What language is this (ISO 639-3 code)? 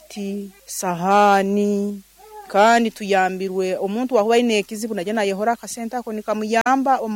nyo